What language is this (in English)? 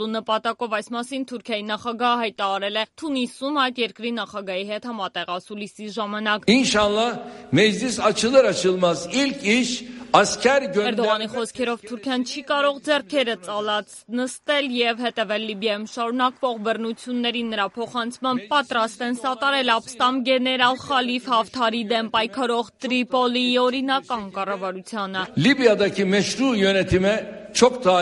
Armenian